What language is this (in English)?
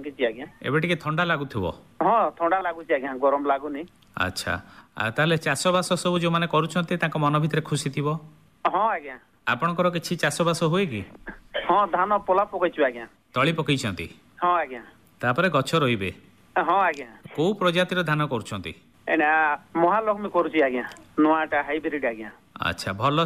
Odia